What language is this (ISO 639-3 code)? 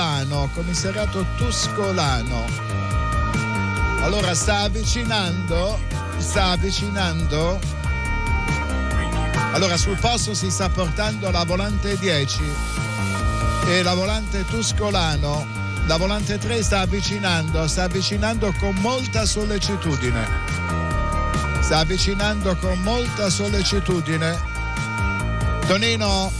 ita